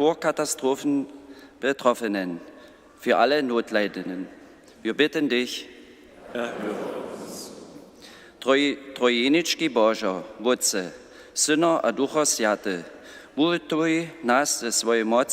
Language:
Upper Sorbian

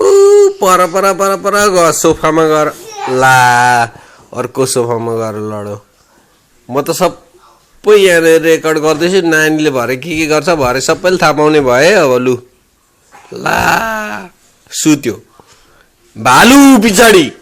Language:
Nepali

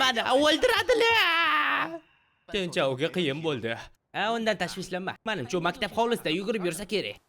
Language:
Uzbek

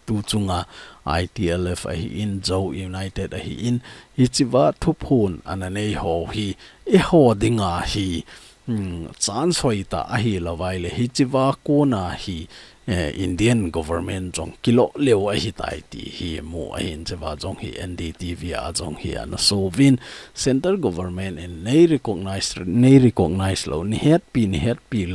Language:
Thado Chin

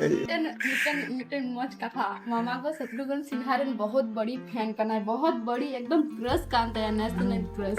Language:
Santali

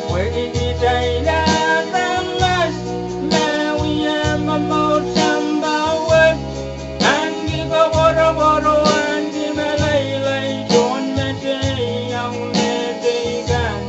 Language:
Pohnpeian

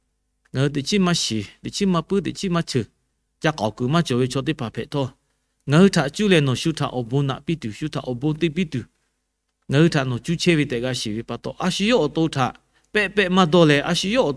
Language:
Lahu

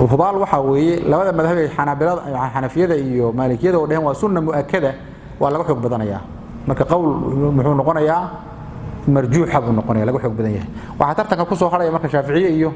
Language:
Somali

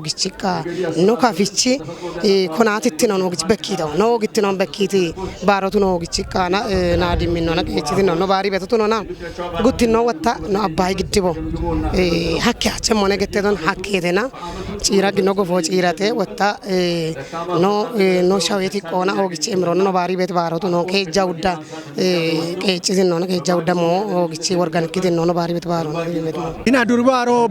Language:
Kafa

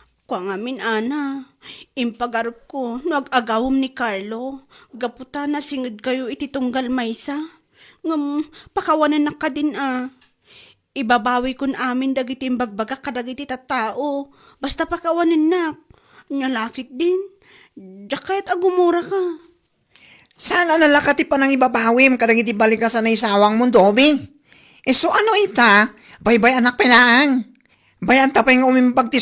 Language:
Iloko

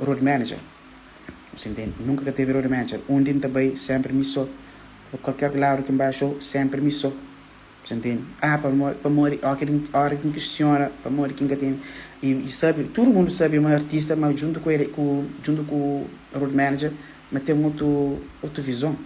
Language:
Kabuverdianu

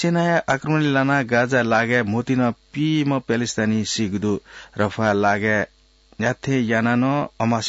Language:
Newari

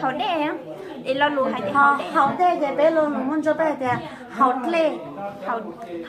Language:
Hmong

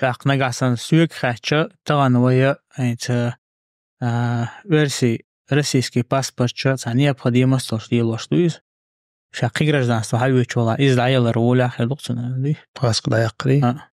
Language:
Chechen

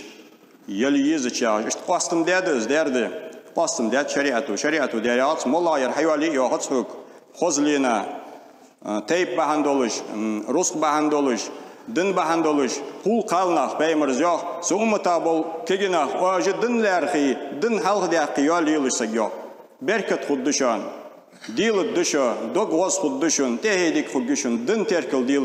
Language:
Ingush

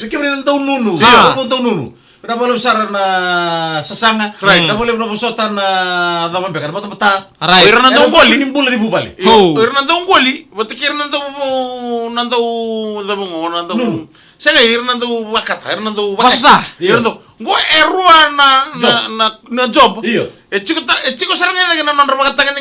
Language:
Fijian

